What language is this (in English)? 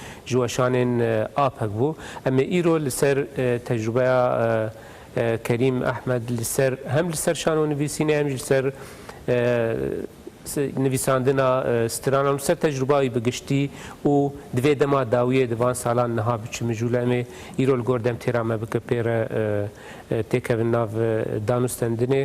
Kurdish